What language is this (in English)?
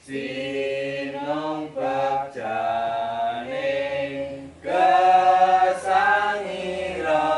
Javanese